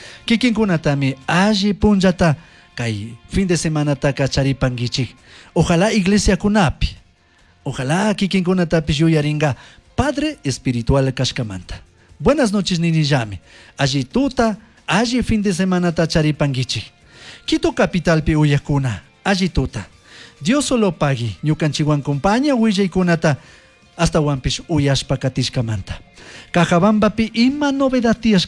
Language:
Chimborazo Highland Quichua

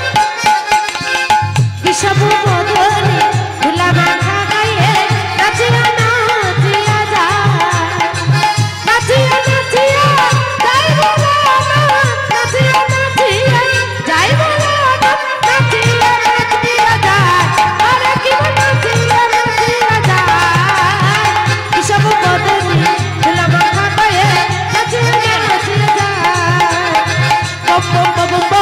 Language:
Bangla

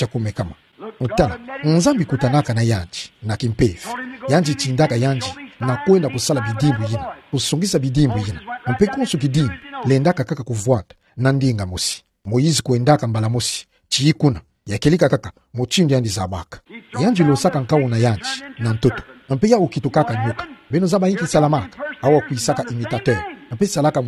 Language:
Kituba (Democratic Republic of Congo)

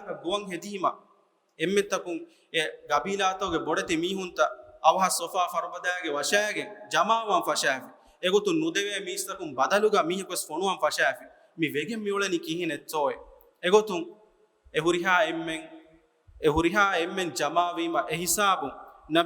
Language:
Divehi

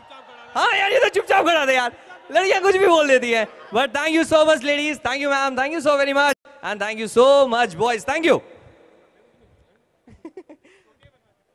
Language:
Hindi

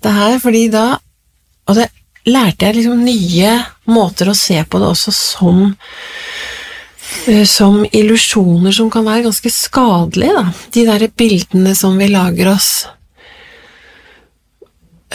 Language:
Norwegian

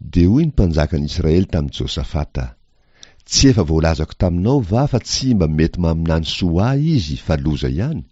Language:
Malagasy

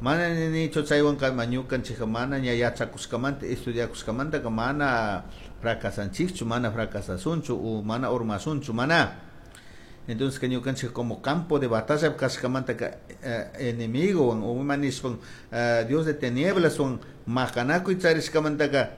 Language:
Chimborazo Highland Quichua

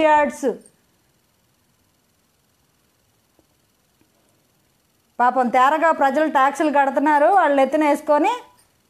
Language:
Telugu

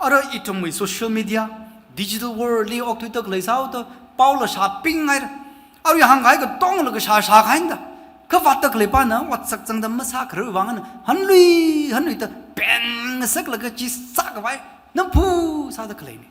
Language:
Tangkhul Naga (India)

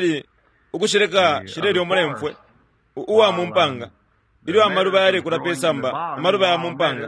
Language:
Bemba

